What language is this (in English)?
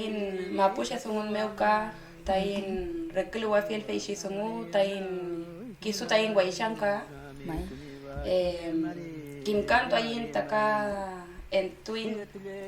Mapuche